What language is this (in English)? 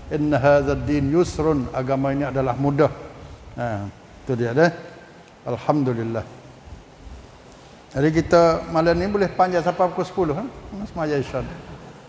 Malay